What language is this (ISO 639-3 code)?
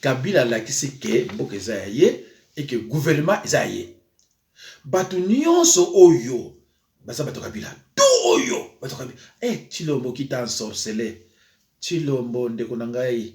lin